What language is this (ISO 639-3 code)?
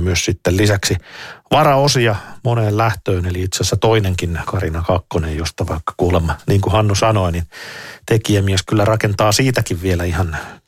fin